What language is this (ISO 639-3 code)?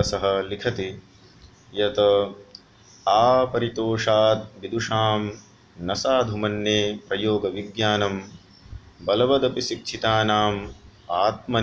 san